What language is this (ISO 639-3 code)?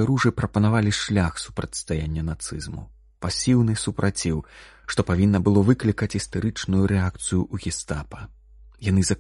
bel